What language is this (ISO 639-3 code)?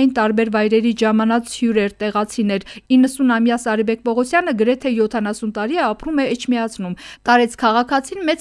hye